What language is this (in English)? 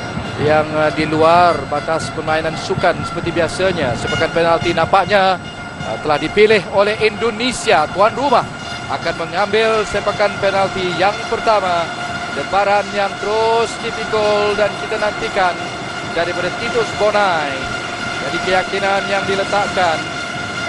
Malay